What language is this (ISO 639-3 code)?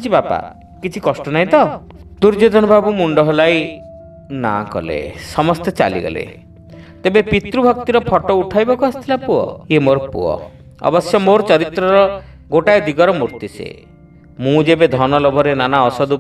ori